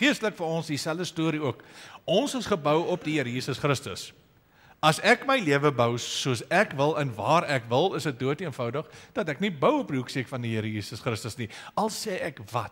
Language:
Afrikaans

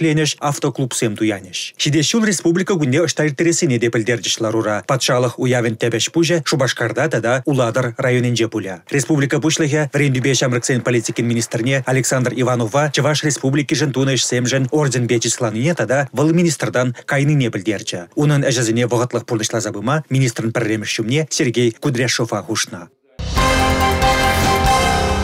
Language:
Chuvash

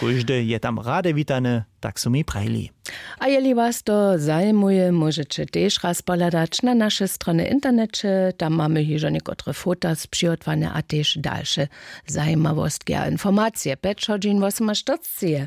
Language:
Upper Sorbian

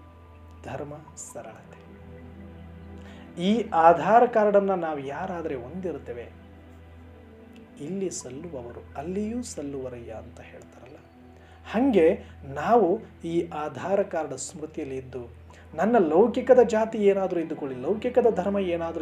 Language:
Kannada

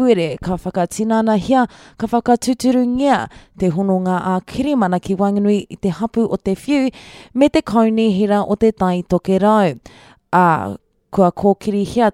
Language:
Māori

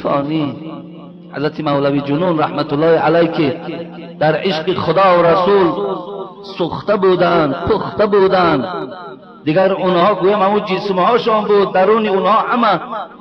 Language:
Tajik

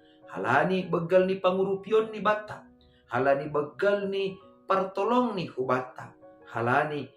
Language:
Batak Simalungun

